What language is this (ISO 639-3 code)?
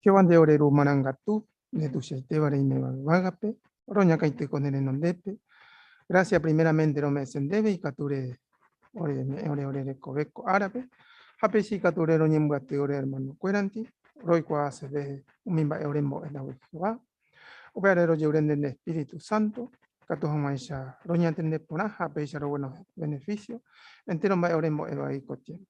grn